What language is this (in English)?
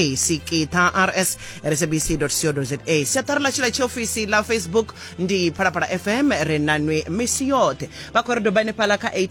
Venda